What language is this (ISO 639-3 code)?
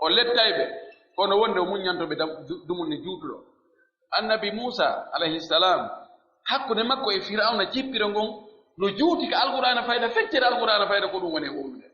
fuf